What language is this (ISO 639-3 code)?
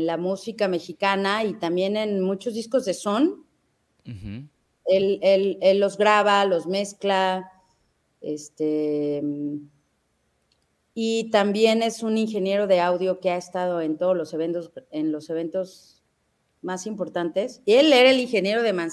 spa